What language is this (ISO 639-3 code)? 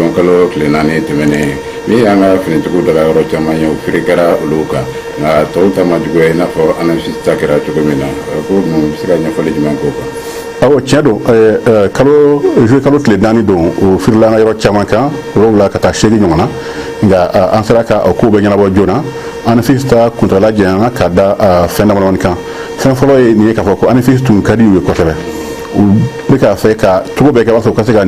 bam